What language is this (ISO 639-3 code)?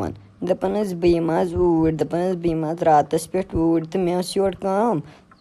kas